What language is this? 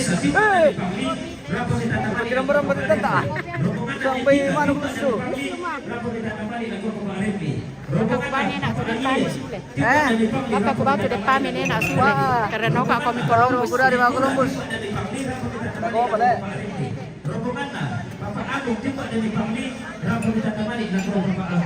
Toraja-Sa'dan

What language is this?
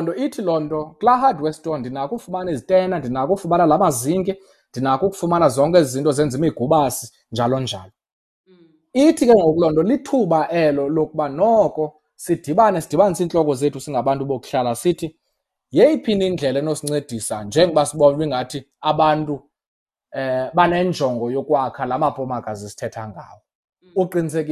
Xhosa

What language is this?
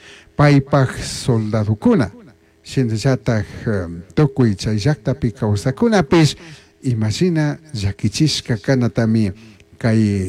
Chimborazo Highland Quichua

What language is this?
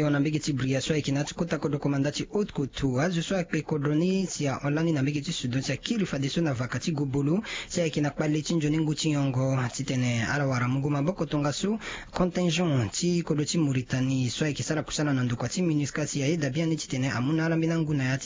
Sango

